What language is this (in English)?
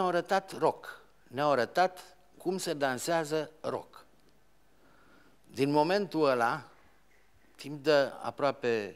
Romanian